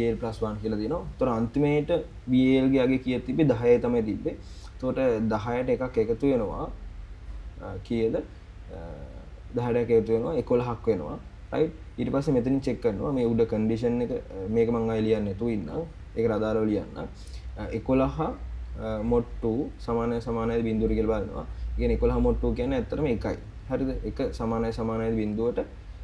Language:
Sinhala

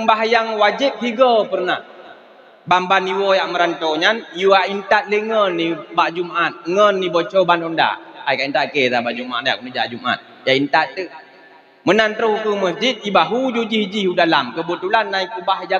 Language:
Achinese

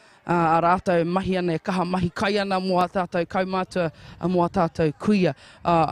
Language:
Māori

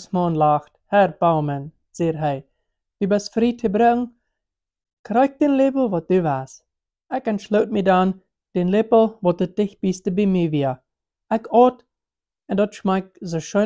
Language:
Plautdietsch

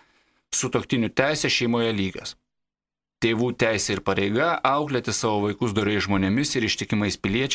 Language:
Lithuanian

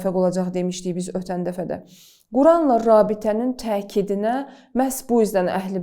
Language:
Azerbaijani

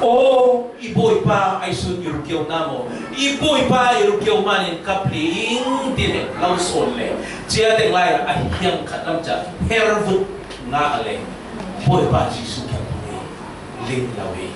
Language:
Falam Chin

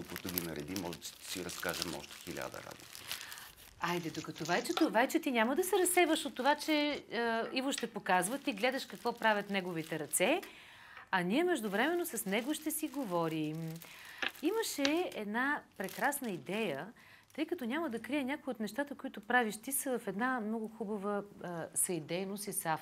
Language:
Bulgarian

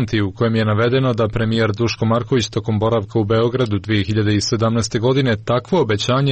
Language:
Serbian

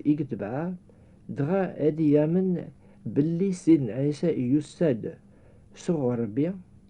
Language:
Kabyle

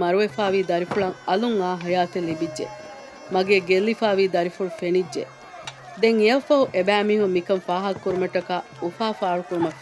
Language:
Divehi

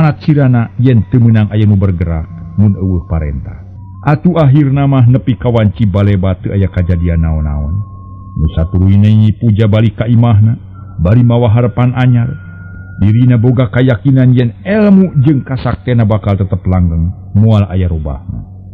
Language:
Sundanese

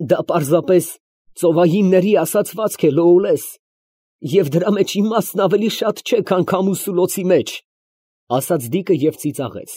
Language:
Armenian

